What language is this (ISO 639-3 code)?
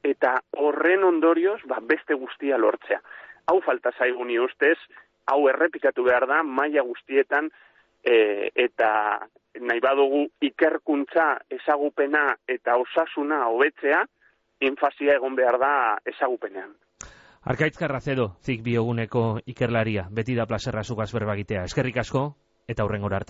eus